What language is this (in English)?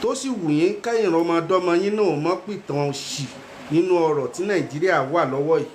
Yoruba